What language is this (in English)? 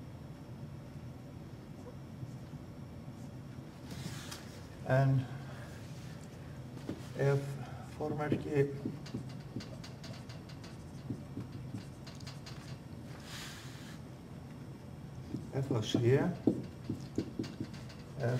Icelandic